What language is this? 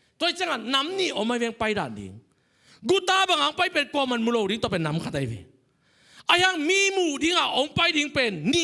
Tedim Chin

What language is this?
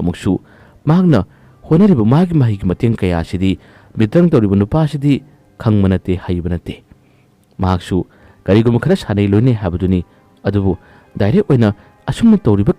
Manipuri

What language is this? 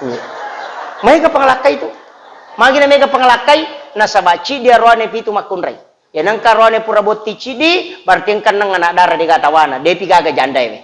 Buginese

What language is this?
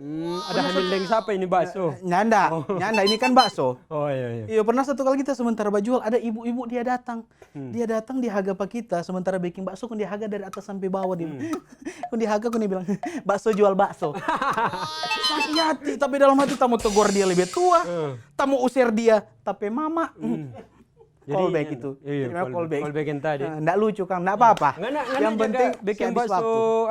Manado Malay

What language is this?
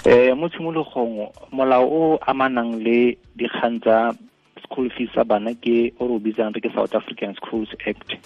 Tswana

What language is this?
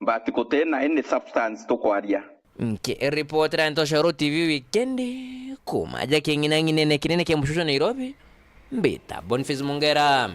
Meru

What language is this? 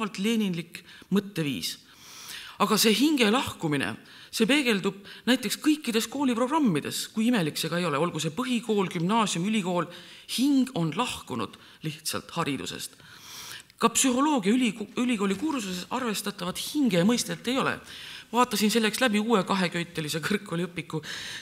Estonian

